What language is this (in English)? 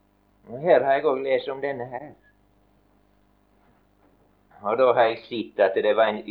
Norwegian